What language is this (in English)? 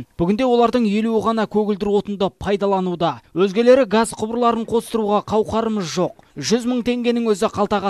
Kazakh